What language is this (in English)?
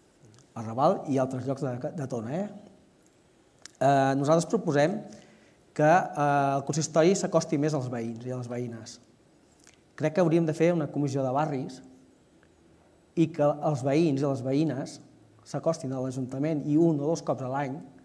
Catalan